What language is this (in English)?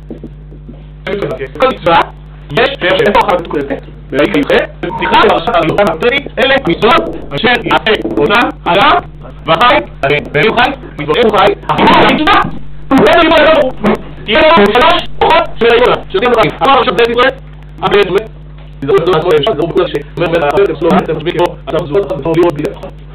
Hebrew